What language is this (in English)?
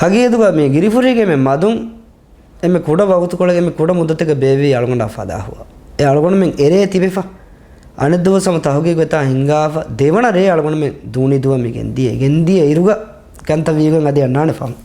Divehi